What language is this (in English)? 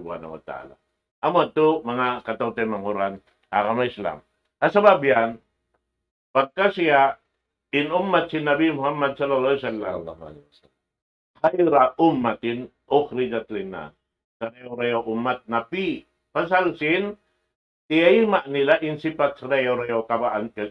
Tausug